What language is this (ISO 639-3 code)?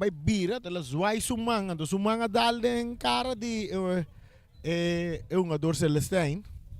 pap